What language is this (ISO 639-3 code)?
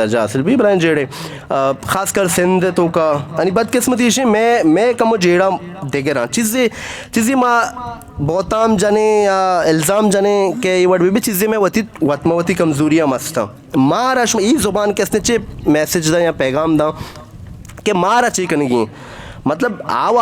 bgp